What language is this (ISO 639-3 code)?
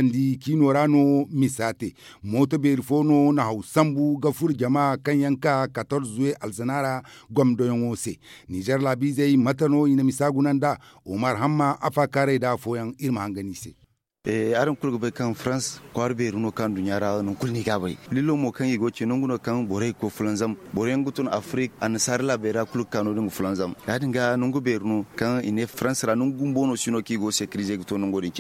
dje